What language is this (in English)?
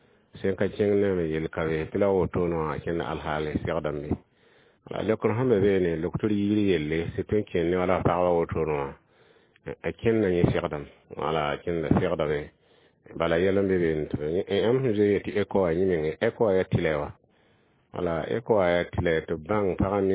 Mossi